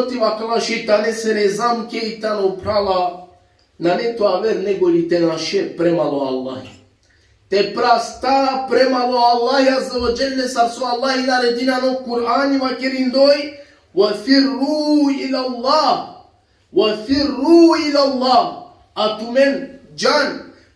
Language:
Balkan Romani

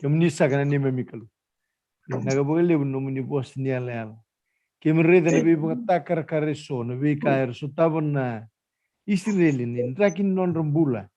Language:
Fijian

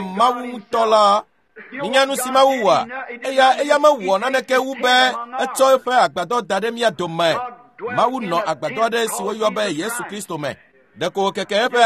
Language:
Ewe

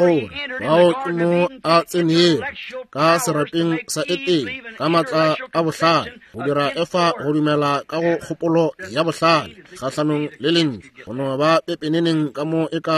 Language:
Northern Sotho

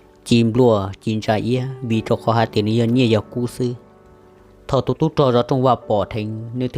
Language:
Hmong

